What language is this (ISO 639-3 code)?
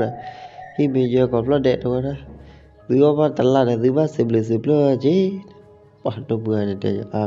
ksw